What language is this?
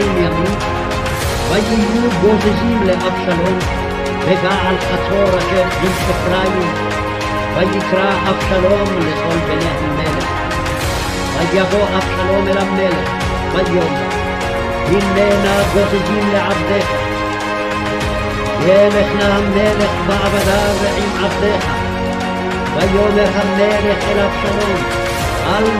Hebrew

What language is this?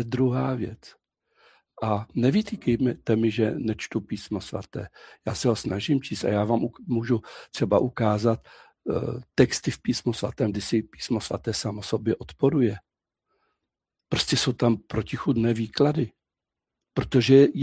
Czech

